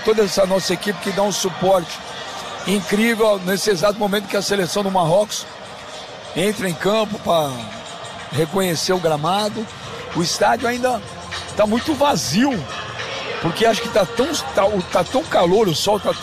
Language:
Portuguese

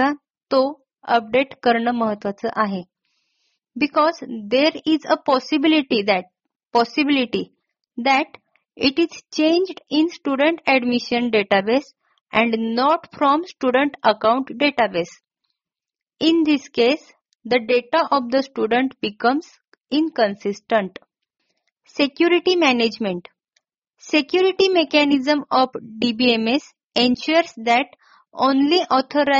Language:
Marathi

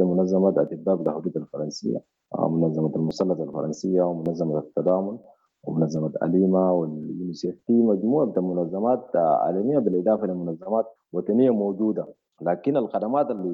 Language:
Sudanese Arabic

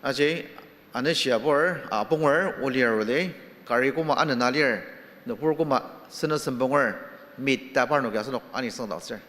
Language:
Ao Naga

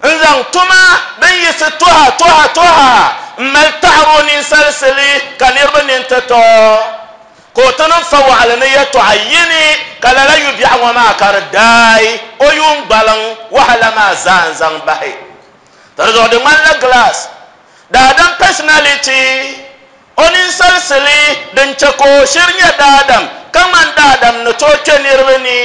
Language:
Dagbani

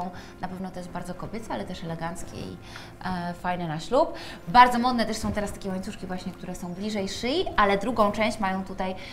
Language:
Polish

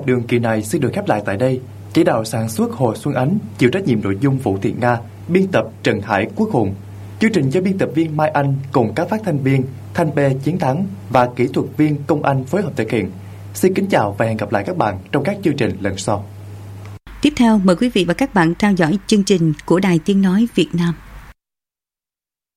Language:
Vietnamese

